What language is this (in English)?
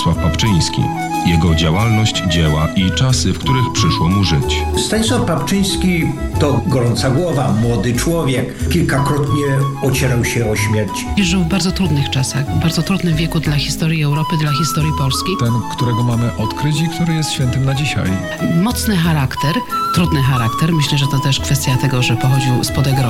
Polish